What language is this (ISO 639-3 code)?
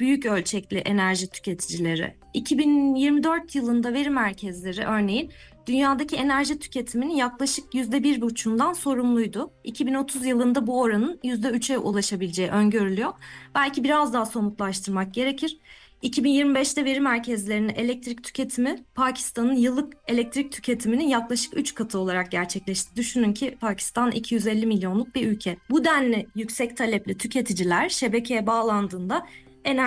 tur